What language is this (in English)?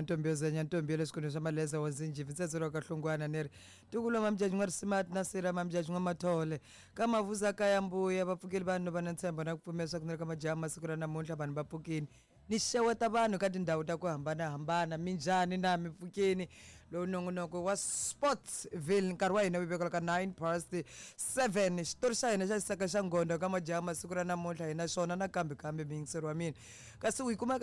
Tsonga